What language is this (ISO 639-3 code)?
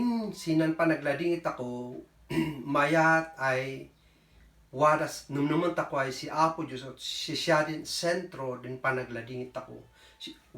kne